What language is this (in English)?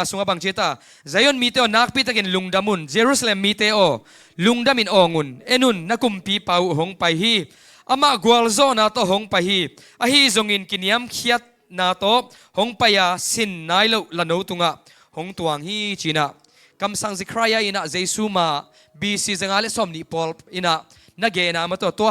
Tedim Chin